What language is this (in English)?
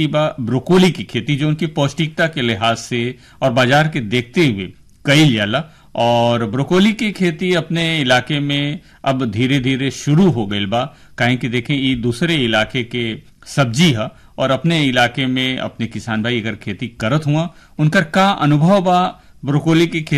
Bhojpuri